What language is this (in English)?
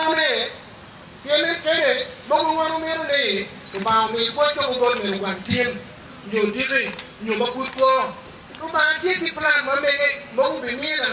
Acoli